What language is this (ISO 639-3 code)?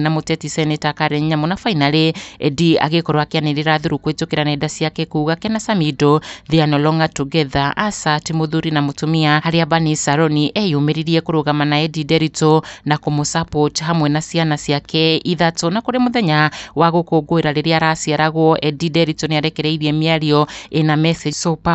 kik